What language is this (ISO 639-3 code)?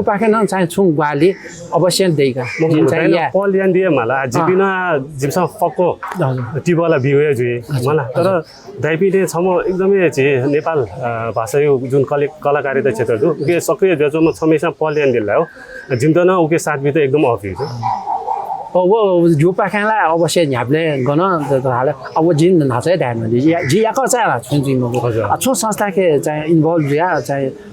new